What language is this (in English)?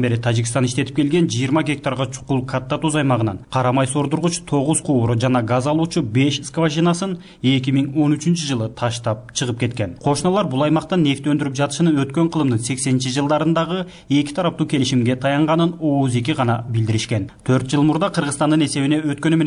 Kyrgyz